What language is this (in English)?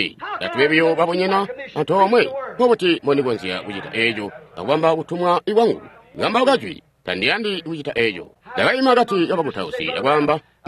Tonga (Zambia)